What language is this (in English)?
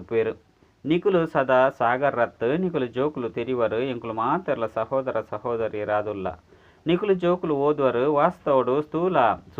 Tulu